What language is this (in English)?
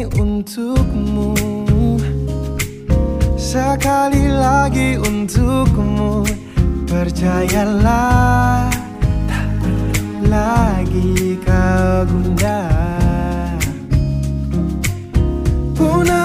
Indonesian